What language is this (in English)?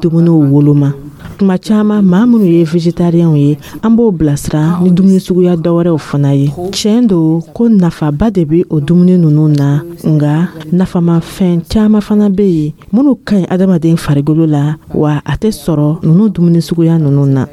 Dyula